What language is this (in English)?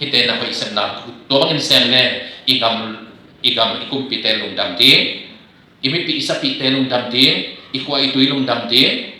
Tedim Chin